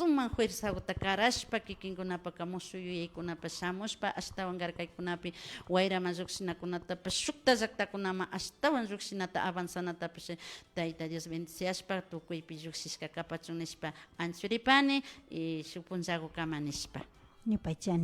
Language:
Imbabura Highland Quichua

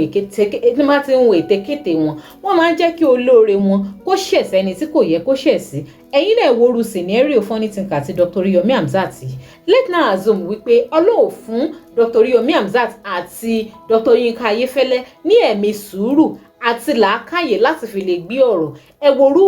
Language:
Yoruba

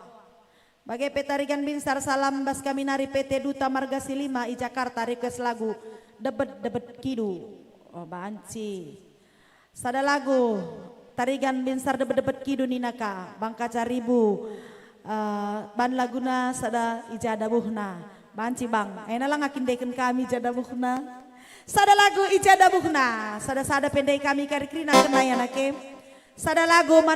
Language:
Batak Karo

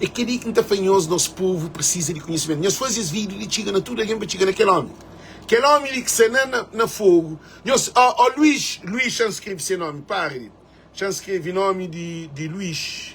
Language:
Kabuverdianu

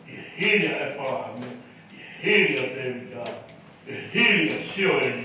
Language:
Tongan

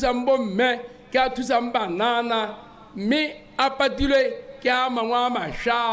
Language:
Tswana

